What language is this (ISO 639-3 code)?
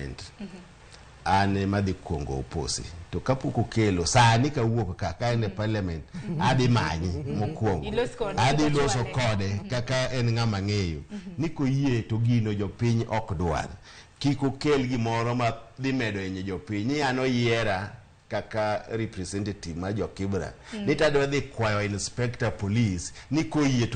luo